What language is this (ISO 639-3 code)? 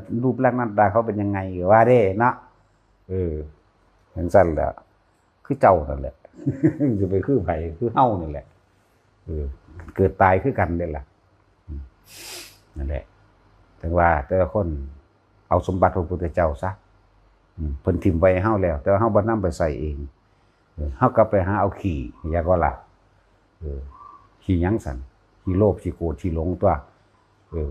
tts